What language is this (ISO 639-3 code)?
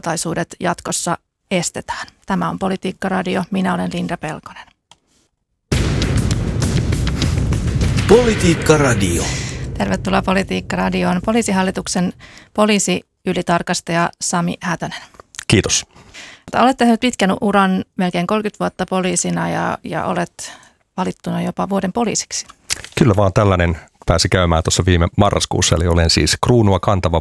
fin